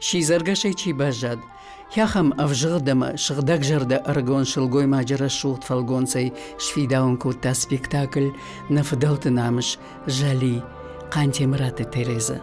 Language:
Ossetic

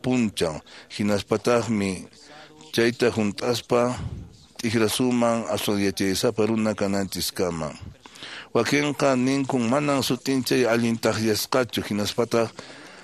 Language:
Quechua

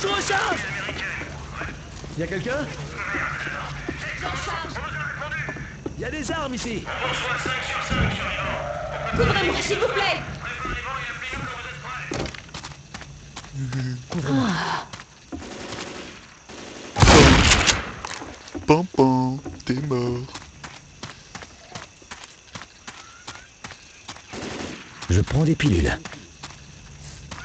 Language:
French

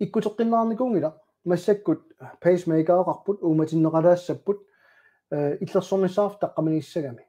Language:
Kalaallisut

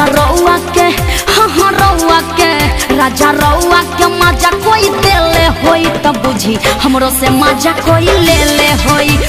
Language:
Bhojpuri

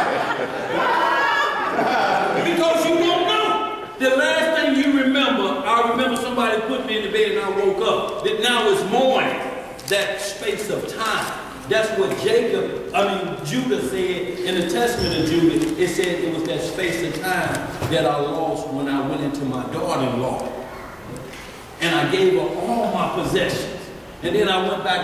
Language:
English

